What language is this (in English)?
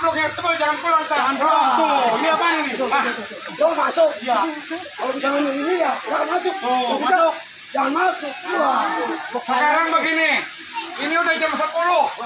Betawi